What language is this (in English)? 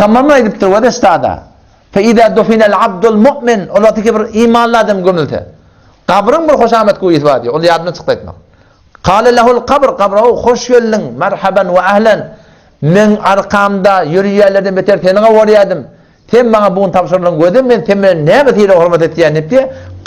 Turkmen